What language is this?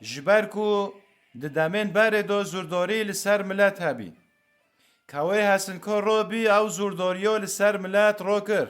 Kurdish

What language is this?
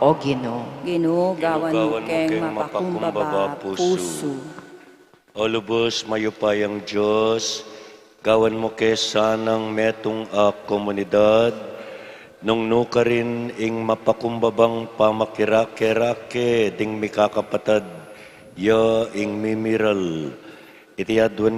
Pampanga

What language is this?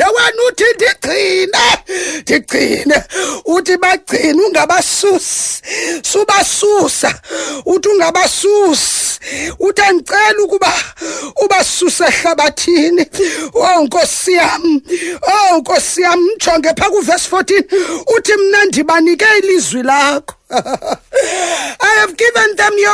Xhosa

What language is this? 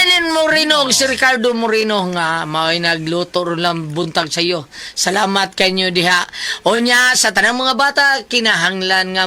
Cebuano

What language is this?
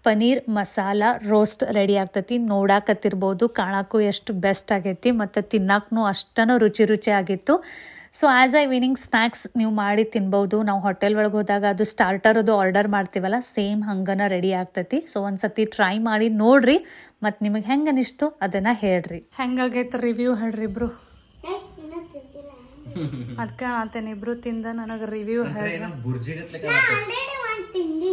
Kannada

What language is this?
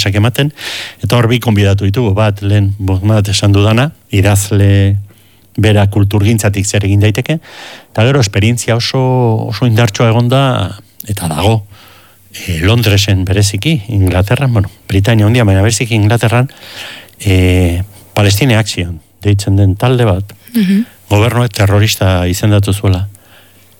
Basque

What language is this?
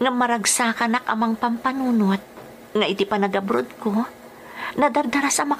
Iloko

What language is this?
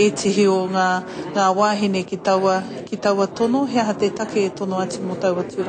Māori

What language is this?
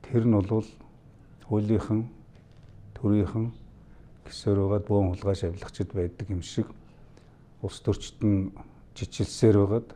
Mongolian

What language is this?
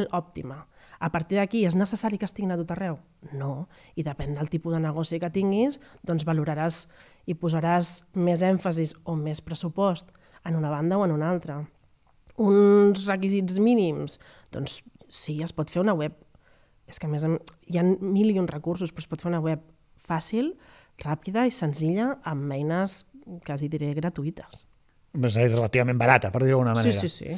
Catalan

